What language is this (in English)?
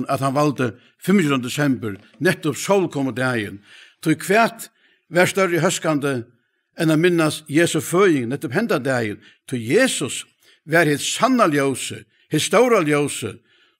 Faroese